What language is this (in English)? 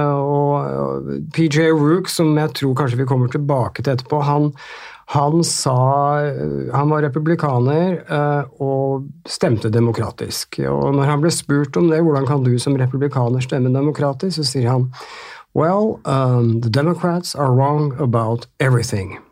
Norwegian